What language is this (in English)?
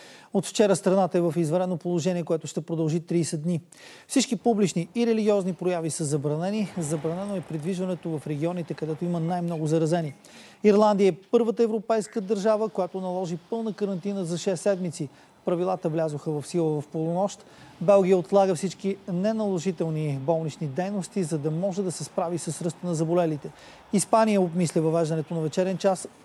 Bulgarian